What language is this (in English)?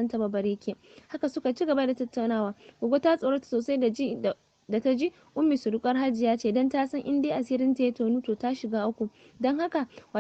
Hausa